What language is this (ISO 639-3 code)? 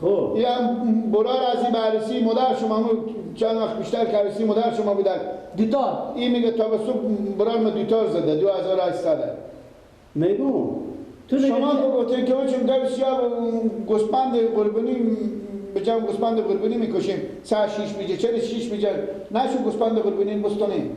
fas